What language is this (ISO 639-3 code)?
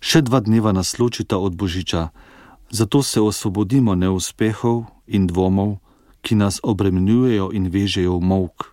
slv